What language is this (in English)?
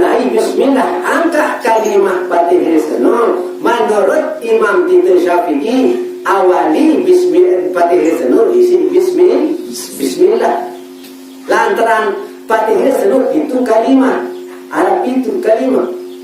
Sasak